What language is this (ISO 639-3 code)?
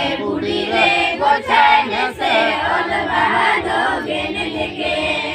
sat